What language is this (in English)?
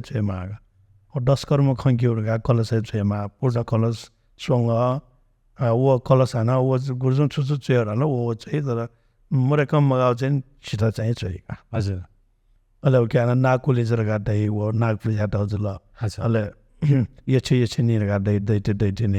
Newari